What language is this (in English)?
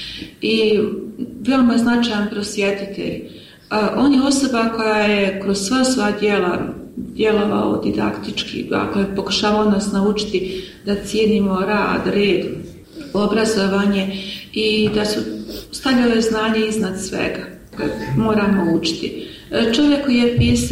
Bosnian